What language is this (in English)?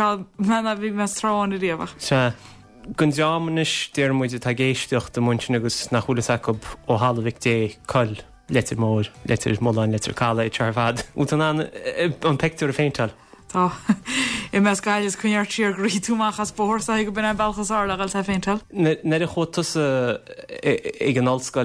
Irish